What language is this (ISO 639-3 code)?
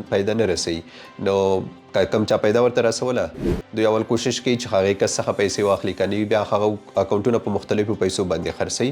pus